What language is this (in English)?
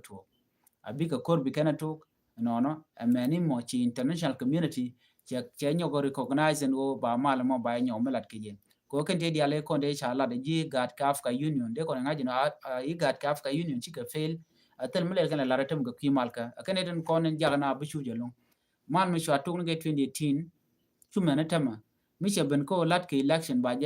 Nuer